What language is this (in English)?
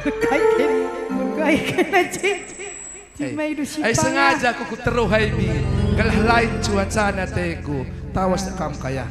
Batak Karo